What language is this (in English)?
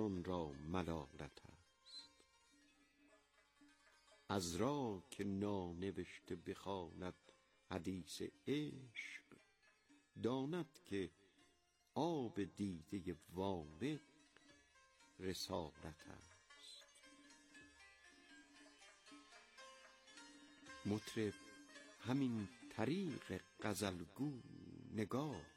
Persian